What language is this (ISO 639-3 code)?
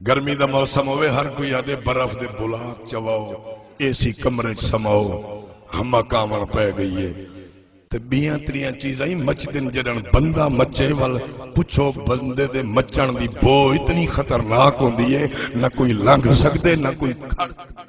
skr